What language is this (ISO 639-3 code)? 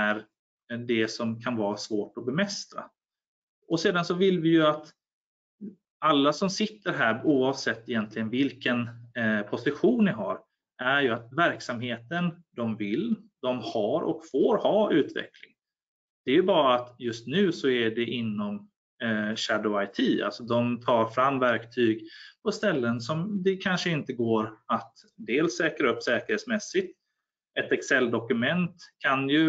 swe